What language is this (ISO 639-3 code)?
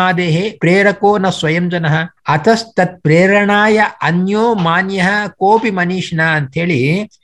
kan